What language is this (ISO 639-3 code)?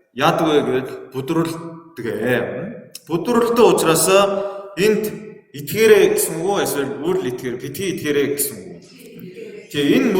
mon